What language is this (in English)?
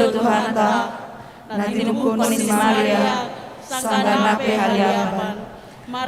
Batak Simalungun